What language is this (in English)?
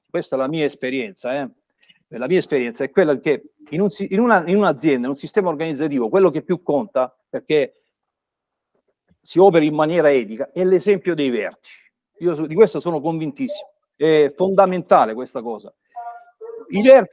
Italian